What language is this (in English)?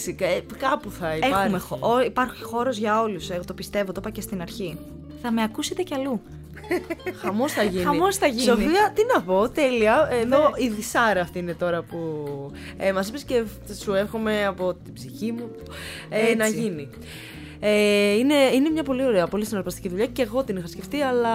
Greek